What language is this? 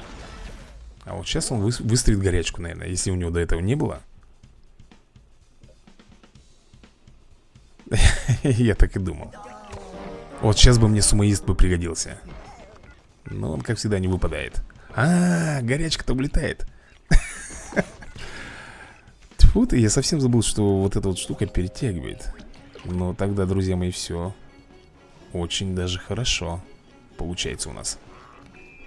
Russian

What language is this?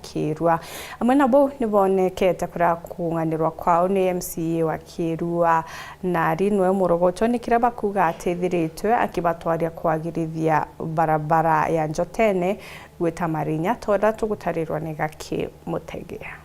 Meru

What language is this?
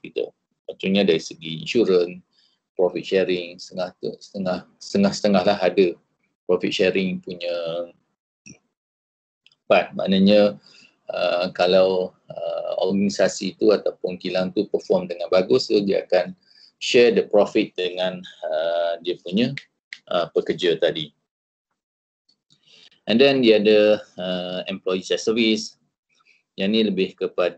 Malay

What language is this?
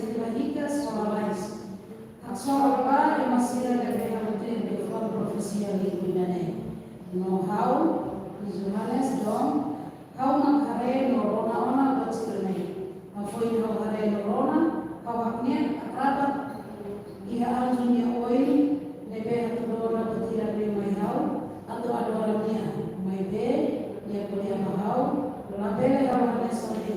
Tetum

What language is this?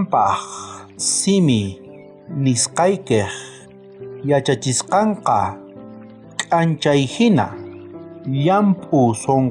South Bolivian Quechua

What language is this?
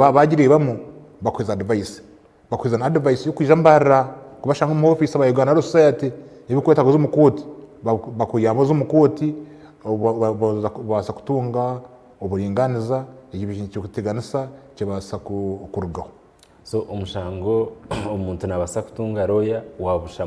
Nyankole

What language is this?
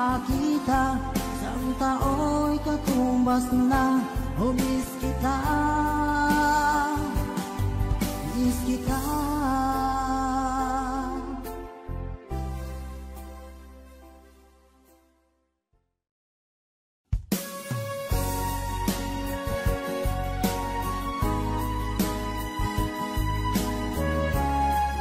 Filipino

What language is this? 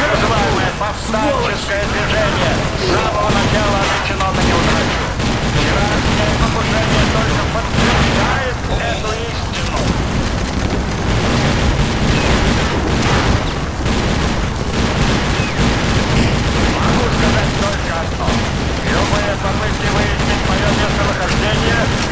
Russian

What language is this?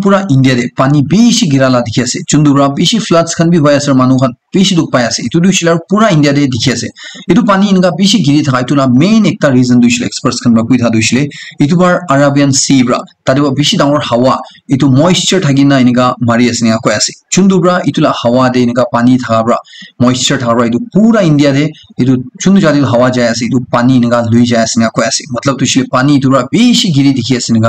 Naga Pidgin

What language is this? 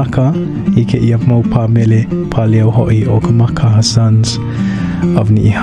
Hawaiian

